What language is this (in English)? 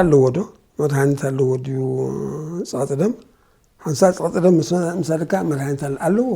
Tigrinya